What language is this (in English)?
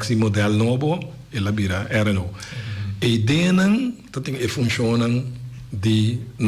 Papiamento